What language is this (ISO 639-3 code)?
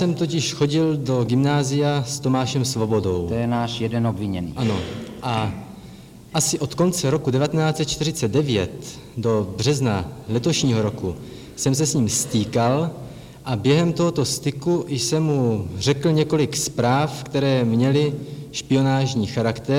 ces